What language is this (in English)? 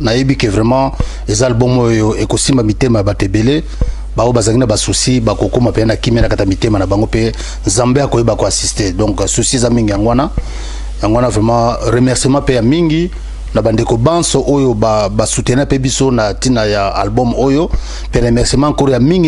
Lingala